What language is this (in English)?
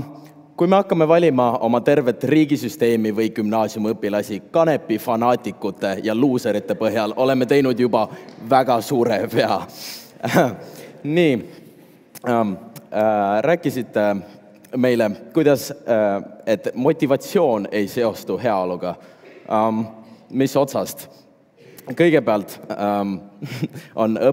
Estonian